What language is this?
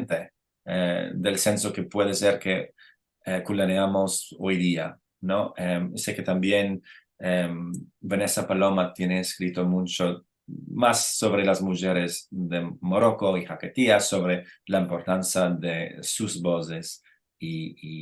Ladino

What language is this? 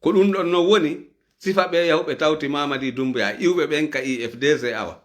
Fula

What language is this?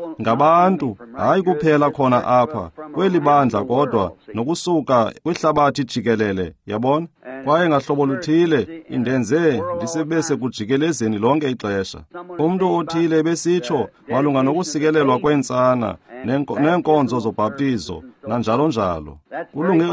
Xhosa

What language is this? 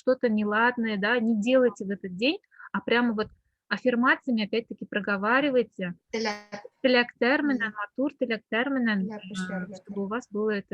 Bashkir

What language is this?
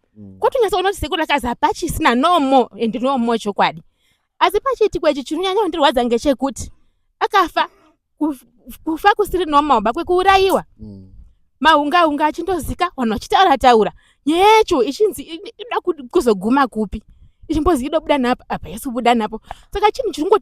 Shona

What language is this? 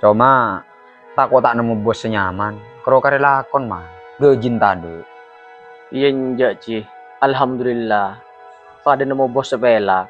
Madurese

